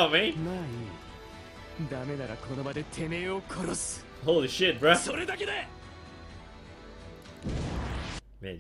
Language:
Japanese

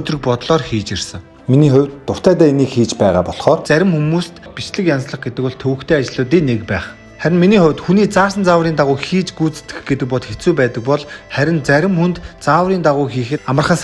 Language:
Mongolian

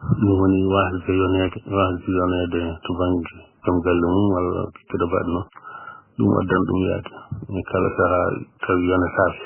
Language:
Fula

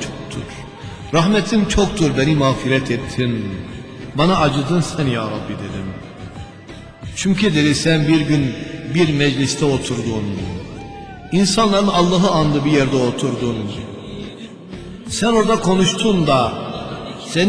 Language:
Turkish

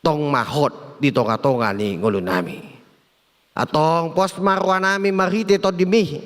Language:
Batak Toba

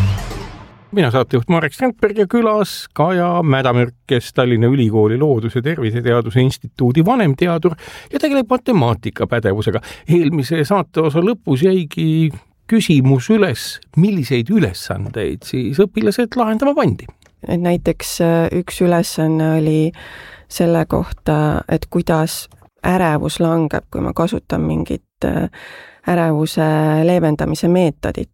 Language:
Estonian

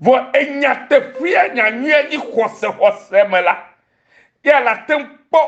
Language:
Ewe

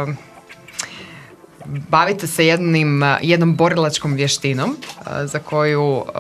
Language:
Croatian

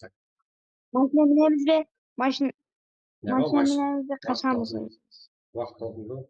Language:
Kara-Kalpak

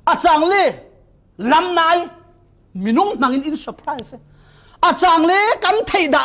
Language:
Falam Chin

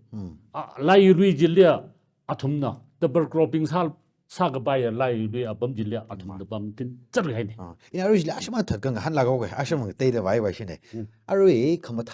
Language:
Tangkhul Naga (India)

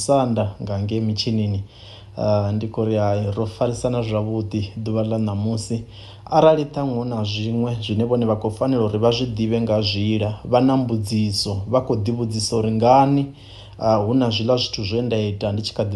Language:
Venda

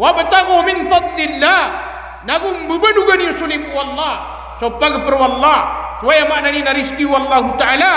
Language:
Maranao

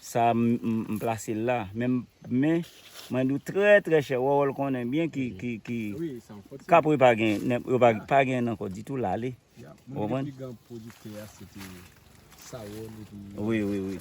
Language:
Haitian Creole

